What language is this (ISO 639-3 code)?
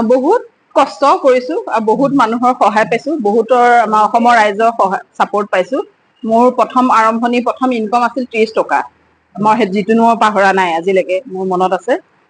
asm